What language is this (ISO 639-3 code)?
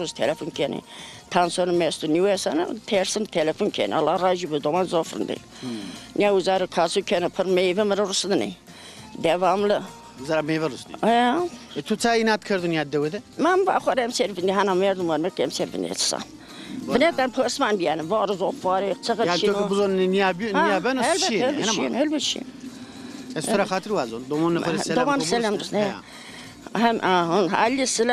zza